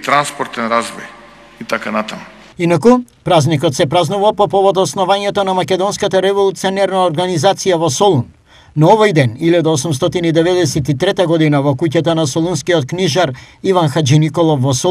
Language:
Macedonian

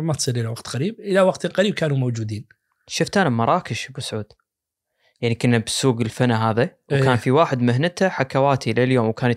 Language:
Najdi Arabic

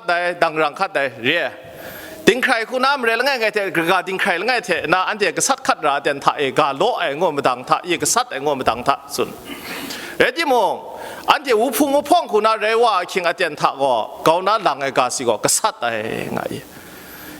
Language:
Kachin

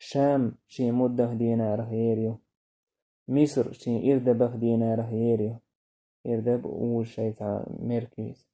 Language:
Chechen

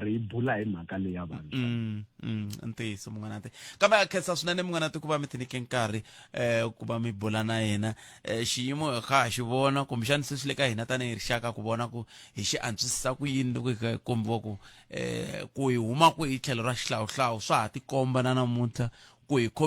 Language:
Tsonga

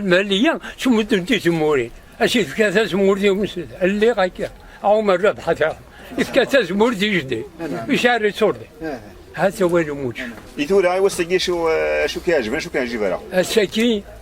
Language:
Kabyle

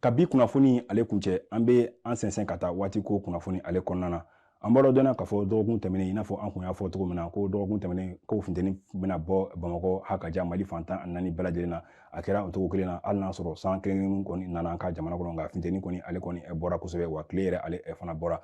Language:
Bambara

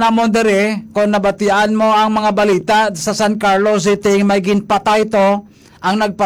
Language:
Hiligaynon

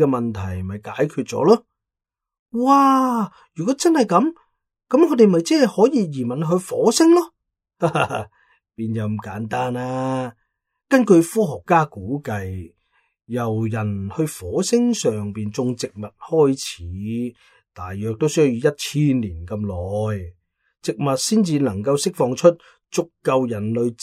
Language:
Cantonese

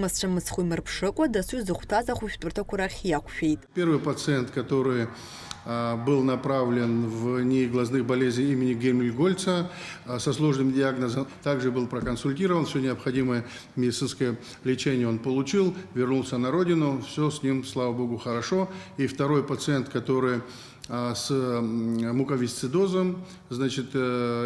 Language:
Abkhazian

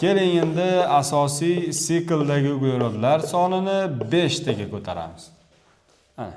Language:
Uzbek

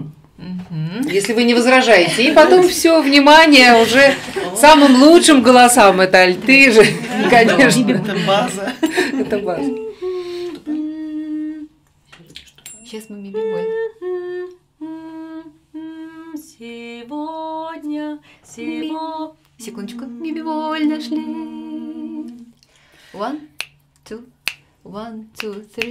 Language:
Russian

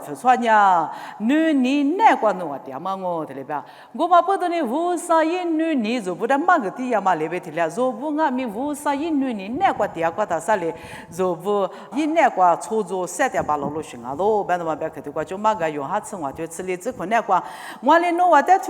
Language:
Lisu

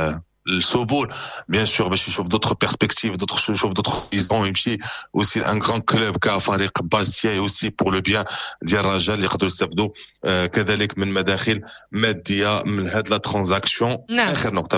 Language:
Moroccan Arabic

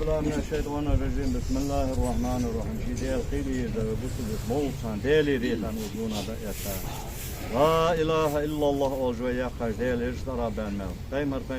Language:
Ingush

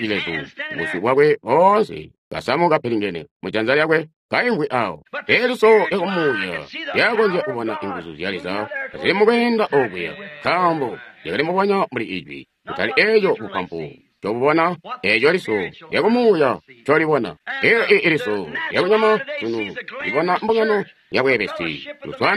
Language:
Tonga (Zambia)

